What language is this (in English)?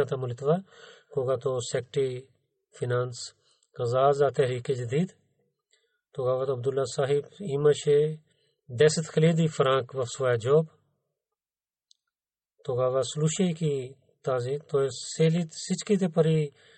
Bulgarian